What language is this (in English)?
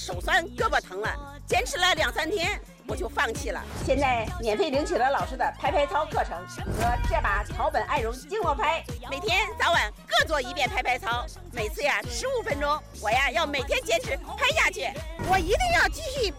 Chinese